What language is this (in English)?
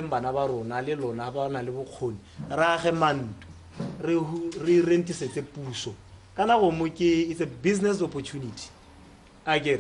Tswana